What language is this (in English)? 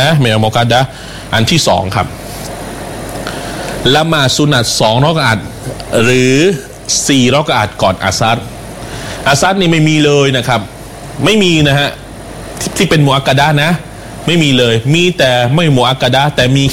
Thai